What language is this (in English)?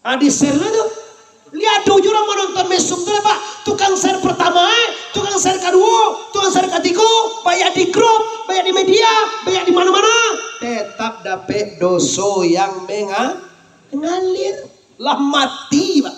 Minangkabau